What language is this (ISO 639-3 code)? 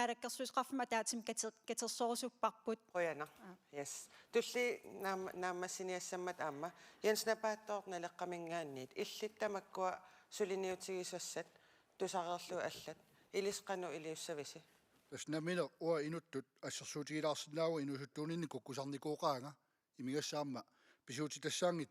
kal